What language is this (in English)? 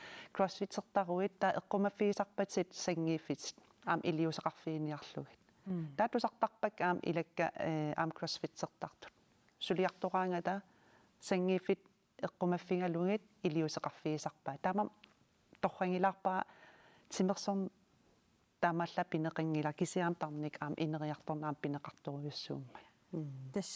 Kalaallisut